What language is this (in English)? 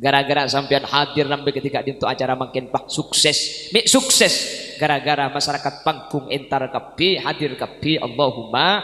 Madurese